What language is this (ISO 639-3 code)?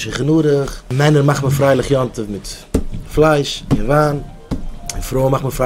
yid